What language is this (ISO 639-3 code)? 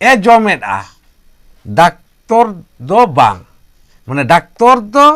sat